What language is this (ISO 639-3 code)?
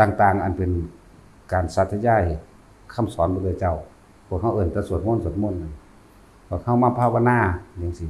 lao